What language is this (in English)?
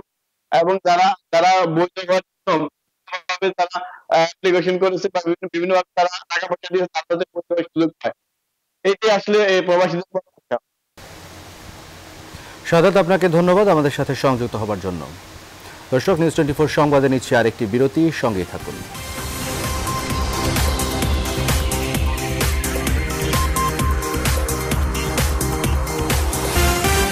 Bangla